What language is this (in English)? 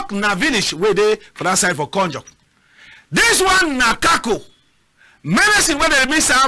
Cameroon Pidgin